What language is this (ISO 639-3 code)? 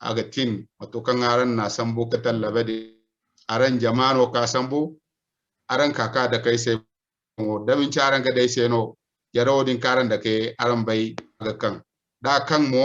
dje